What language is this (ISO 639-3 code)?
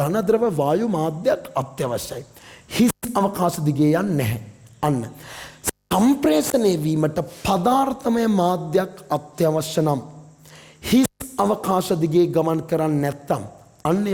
sin